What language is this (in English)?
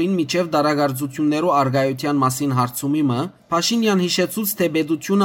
Western Armenian